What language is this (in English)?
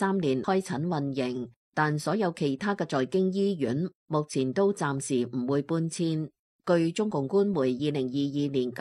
Cantonese